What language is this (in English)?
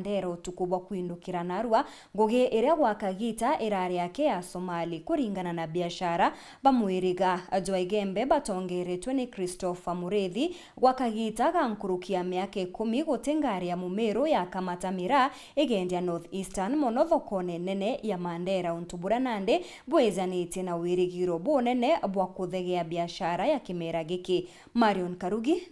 Meru